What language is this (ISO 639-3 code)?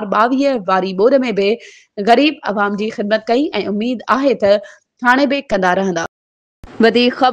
snd